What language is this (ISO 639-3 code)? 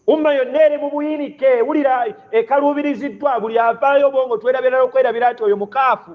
lug